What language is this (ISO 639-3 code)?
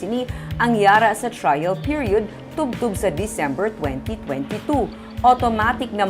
hil